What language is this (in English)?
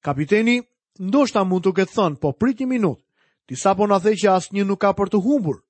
Albanian